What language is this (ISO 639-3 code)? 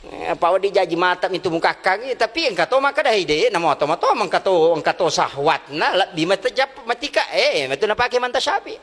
bug